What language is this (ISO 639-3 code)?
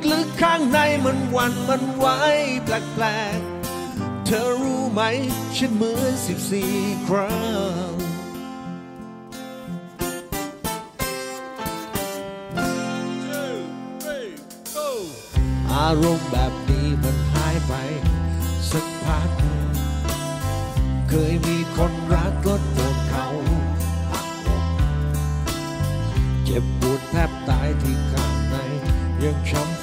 tha